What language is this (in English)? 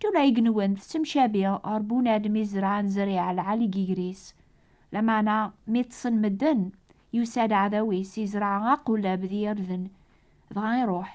Kabyle